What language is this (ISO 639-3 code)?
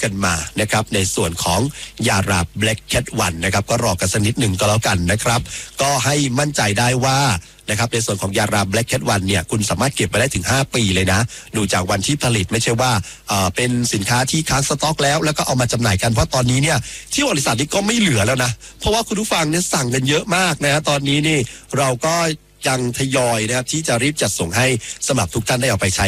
tha